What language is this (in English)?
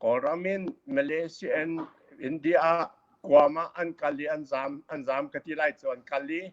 Hakha Chin